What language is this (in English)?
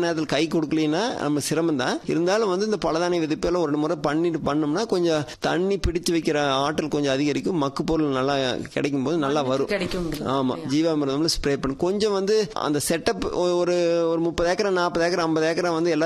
Tamil